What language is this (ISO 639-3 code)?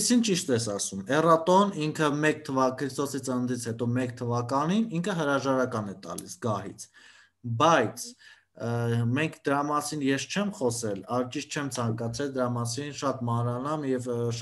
hye